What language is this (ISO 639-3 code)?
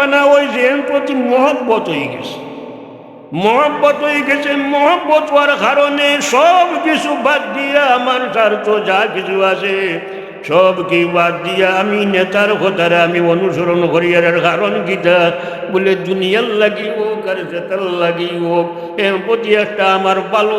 syl